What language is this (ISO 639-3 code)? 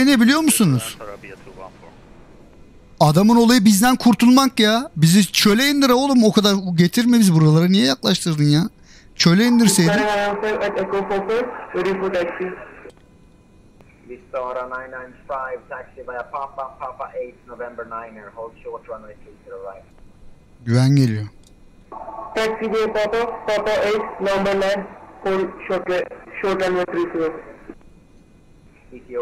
tur